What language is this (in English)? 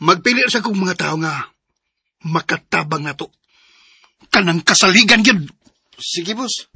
Cebuano